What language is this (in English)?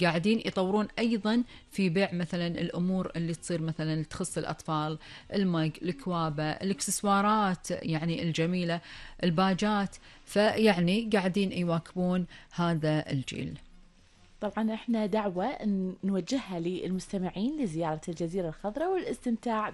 Gulf Arabic